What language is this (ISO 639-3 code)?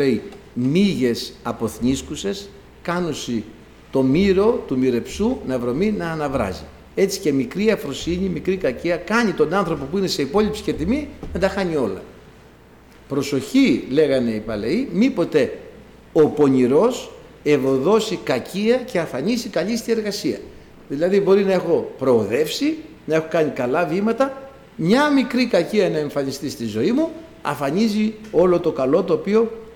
ell